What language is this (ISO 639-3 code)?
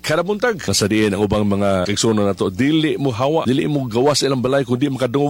ceb